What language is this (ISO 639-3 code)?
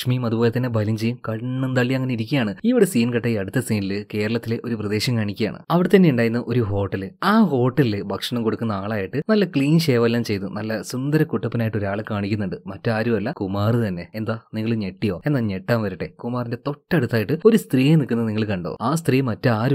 mal